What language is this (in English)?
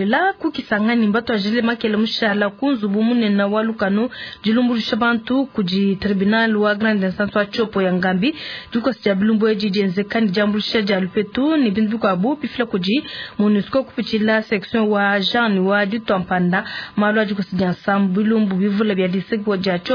Luba-Lulua